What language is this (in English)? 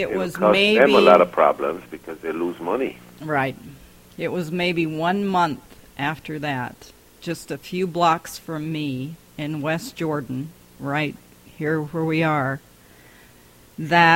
English